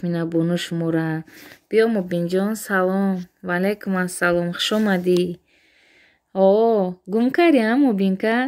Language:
Tajik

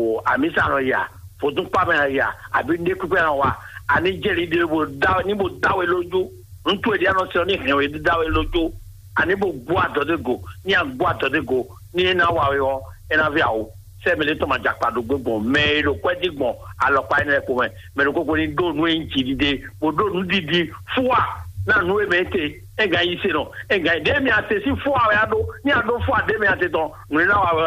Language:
Fon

